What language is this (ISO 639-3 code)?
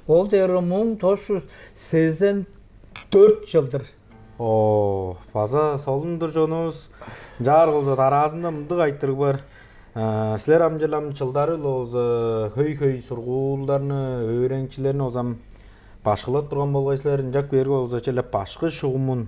tyv